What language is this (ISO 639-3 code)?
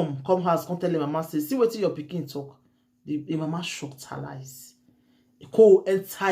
pcm